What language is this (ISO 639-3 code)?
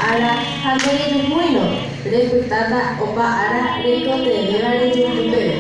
grn